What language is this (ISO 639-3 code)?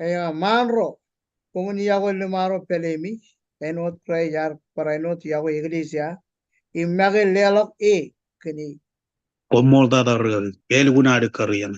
mah